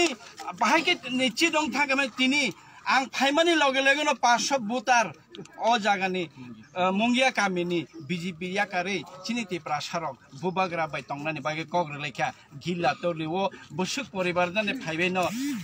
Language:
Kok Borok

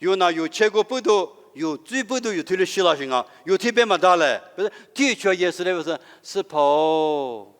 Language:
Lisu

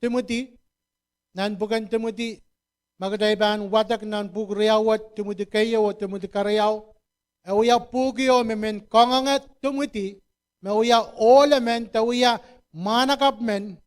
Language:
Pohnpeian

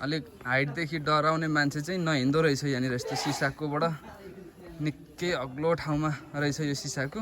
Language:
Nepali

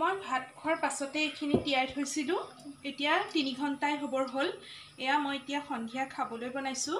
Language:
Assamese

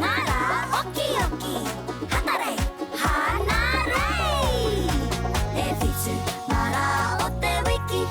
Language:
Māori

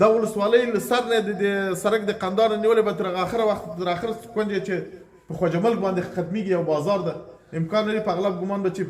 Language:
Pashto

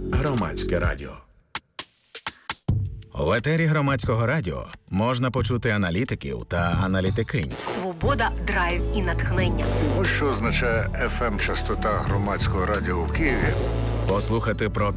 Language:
Ukrainian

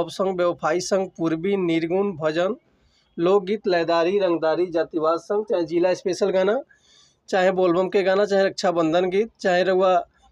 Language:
Bhojpuri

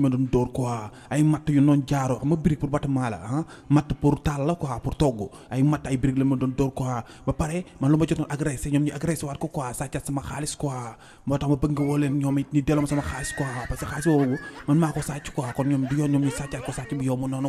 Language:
Wolof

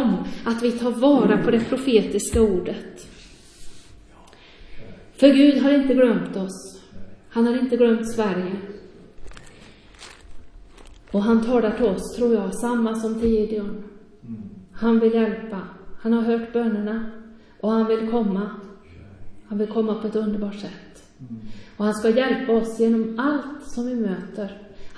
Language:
Swedish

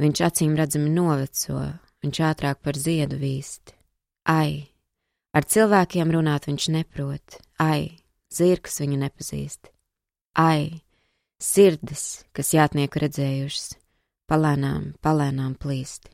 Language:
Latvian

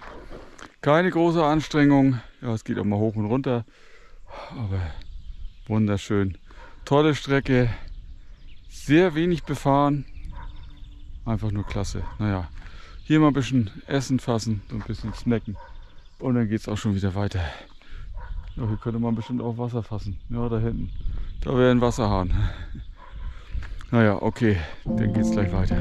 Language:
German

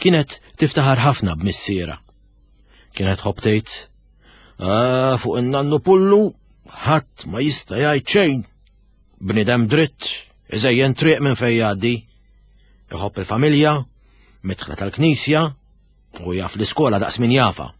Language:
Maltese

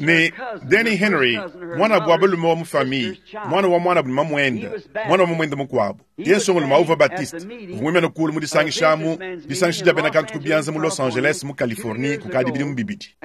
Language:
Luba-Lulua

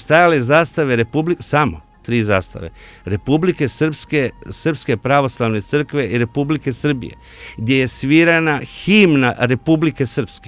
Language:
Croatian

